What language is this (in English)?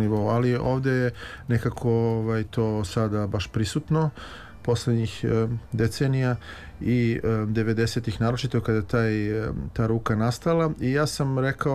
Serbian